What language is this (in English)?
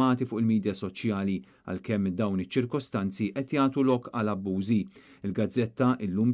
Maltese